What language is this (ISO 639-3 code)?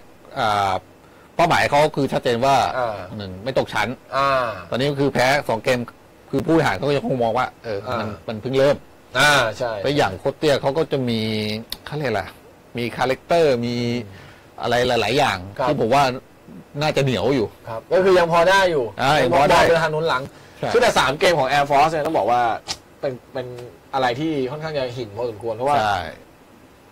tha